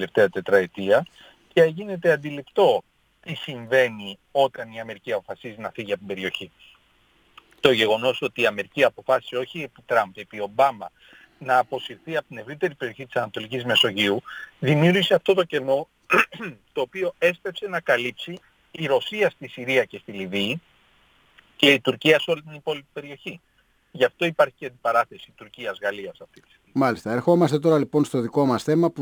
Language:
Greek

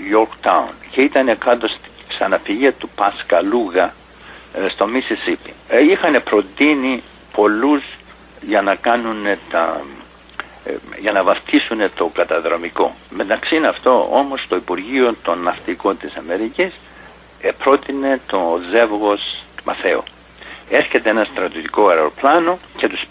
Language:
Greek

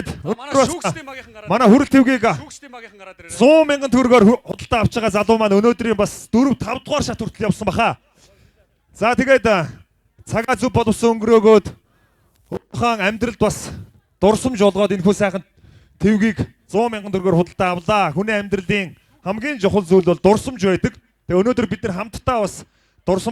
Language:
Mongolian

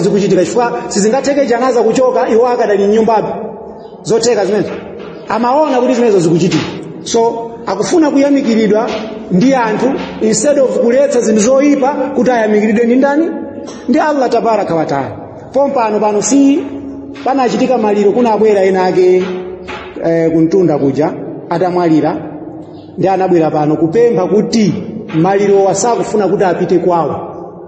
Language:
Nyanja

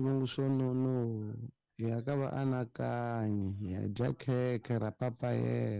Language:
Tsonga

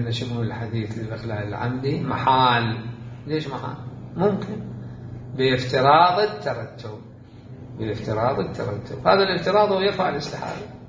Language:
Mesopotamian Arabic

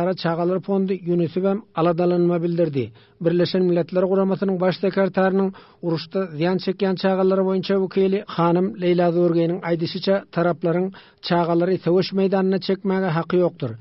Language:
Turkmen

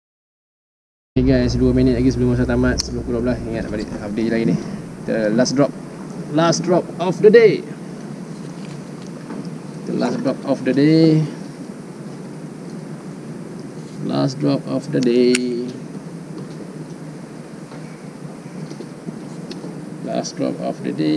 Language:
Malay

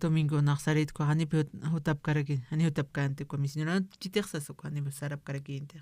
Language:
Aymara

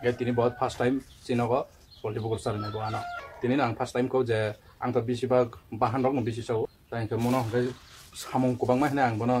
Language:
Kok Borok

